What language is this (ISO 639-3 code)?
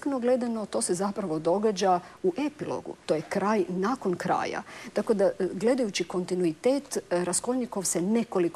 hrv